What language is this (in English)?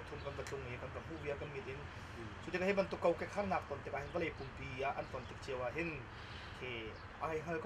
Hakha Chin